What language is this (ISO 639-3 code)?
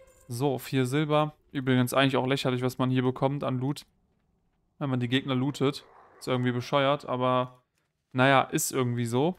deu